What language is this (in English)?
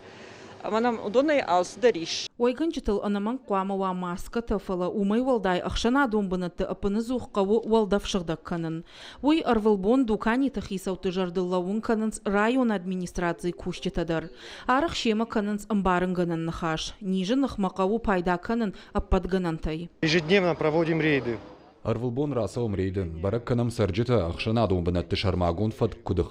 Ossetic